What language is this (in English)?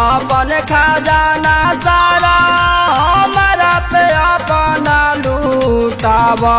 Bhojpuri